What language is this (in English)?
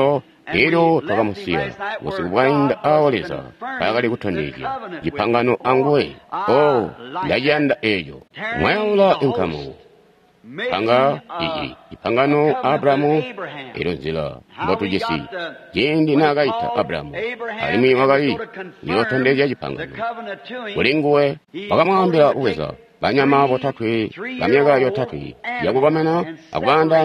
Tonga (Zambia)